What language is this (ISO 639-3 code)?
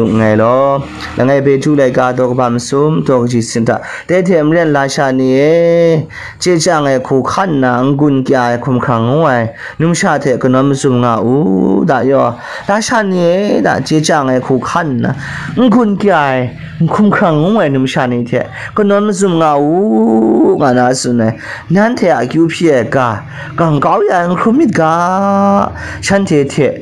kac